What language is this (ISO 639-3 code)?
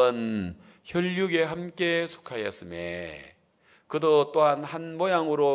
kor